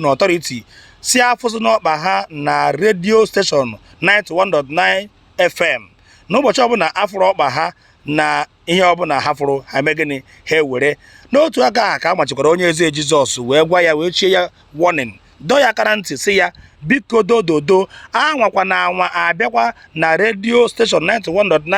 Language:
Igbo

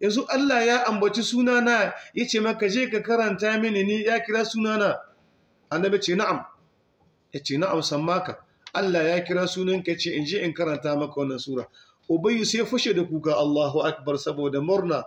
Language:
Hausa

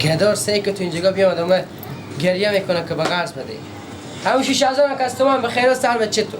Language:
Persian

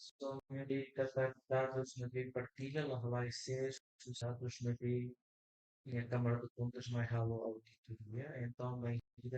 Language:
Tetum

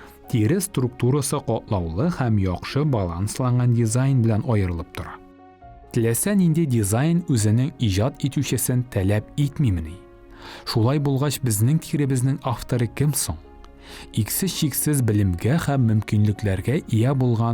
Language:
Tatar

